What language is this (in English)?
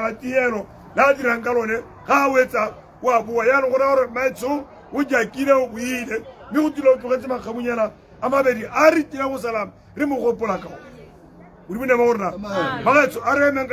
Tswana